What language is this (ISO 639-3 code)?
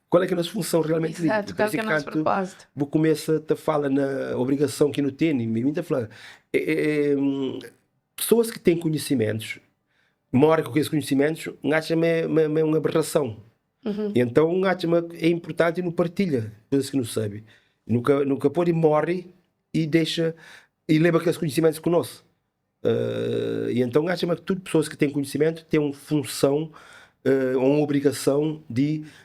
kea